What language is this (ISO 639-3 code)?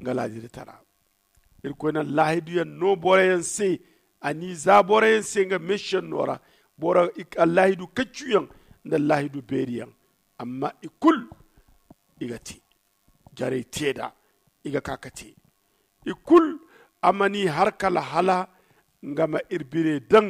dje